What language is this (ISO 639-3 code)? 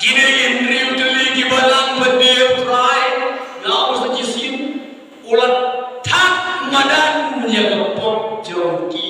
kha